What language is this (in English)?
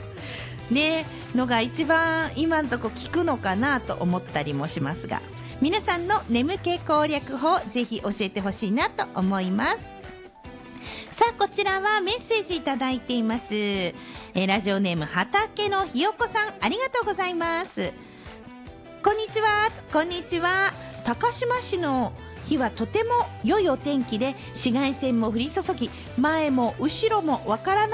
Japanese